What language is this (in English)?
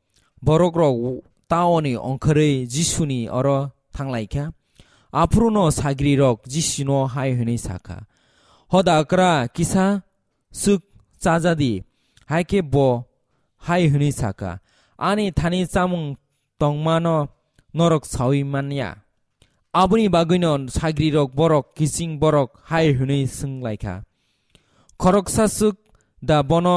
Kok Borok